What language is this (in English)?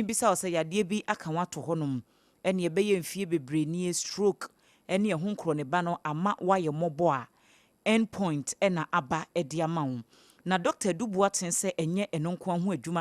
Akan